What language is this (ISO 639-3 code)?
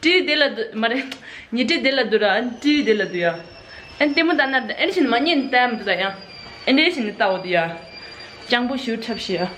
bod